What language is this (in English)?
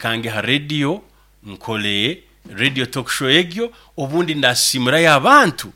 Nyoro